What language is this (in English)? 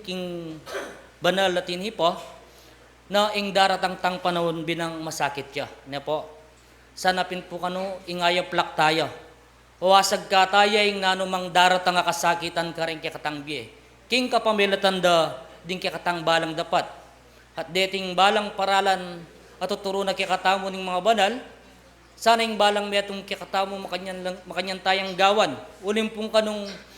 Pampanga